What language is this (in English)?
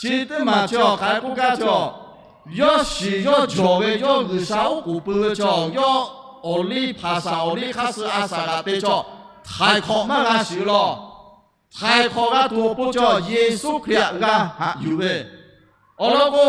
Lahu